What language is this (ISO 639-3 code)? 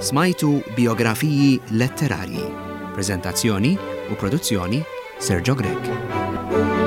mlt